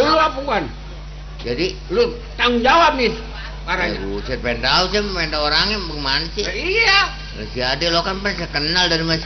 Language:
Betawi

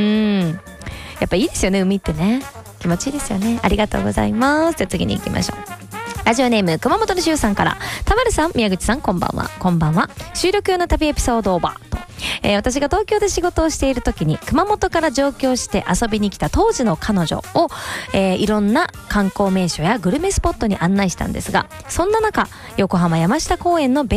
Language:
Japanese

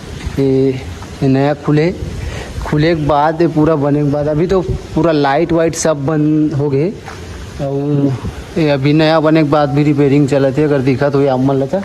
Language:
Chhattisgarhi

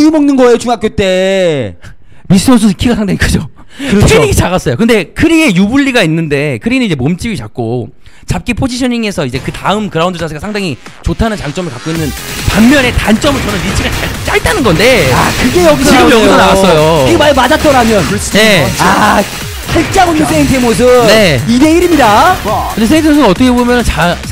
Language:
Korean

